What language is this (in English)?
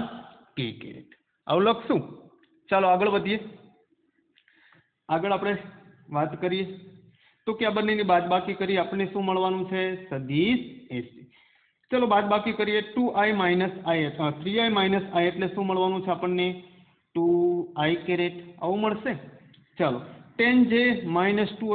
Gujarati